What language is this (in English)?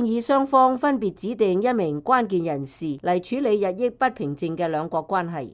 Cantonese